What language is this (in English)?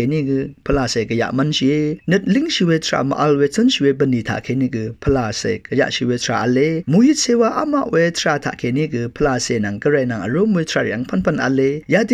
Rawang